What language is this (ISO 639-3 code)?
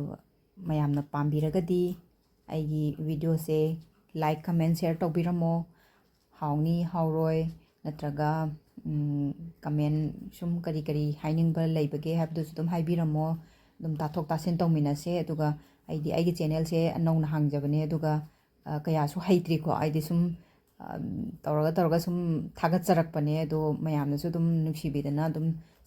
mni